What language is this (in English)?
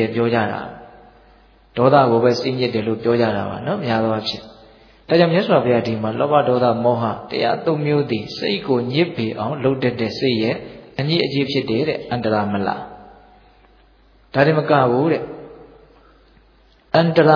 Burmese